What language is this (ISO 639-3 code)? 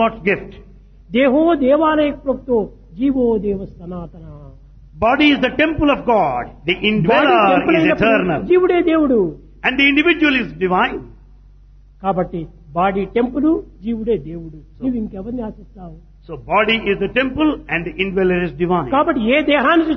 tel